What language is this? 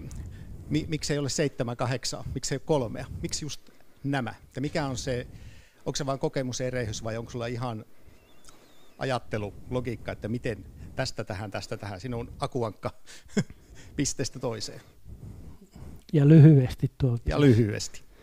Finnish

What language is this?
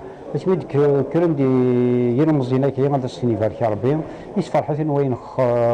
Kabyle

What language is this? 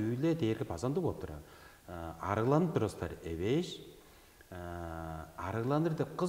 Tuvinian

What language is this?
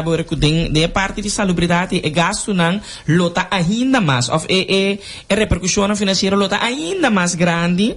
Papiamento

